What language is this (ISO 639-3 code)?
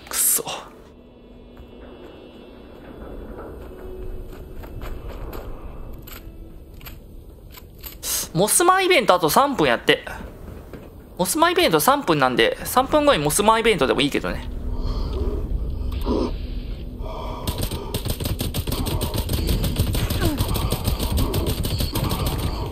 jpn